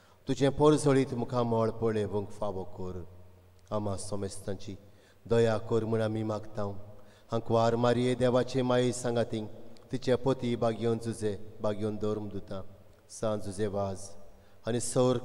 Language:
Konkani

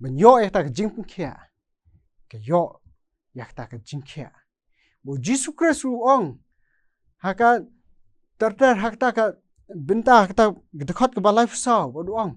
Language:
Khasi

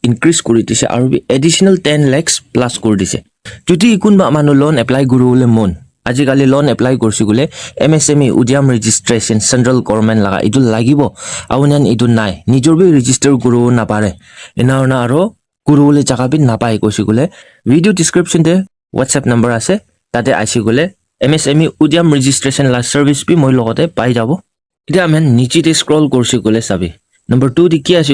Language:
Naga Pidgin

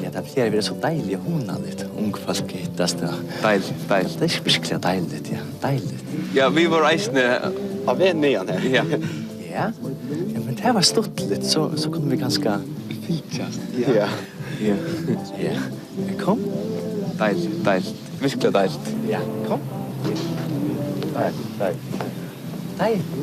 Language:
Faroese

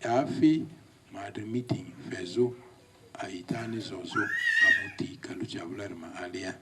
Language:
Lugbara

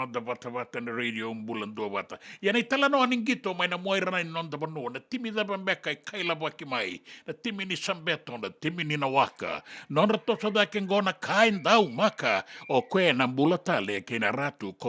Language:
Fijian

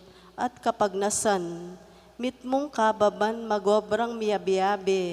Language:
Pampanga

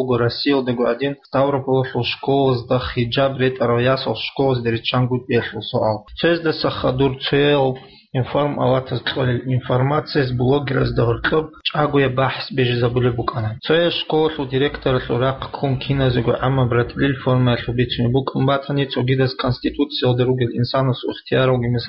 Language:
Avaric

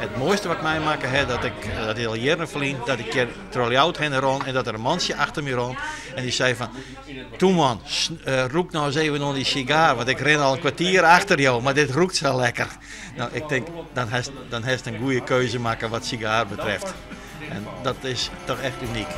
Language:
Western Frisian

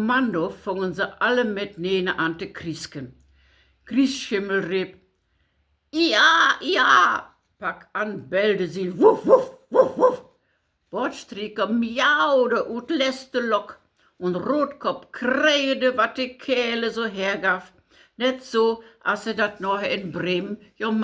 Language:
Low German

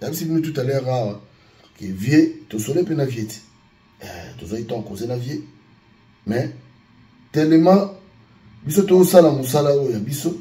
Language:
Lingala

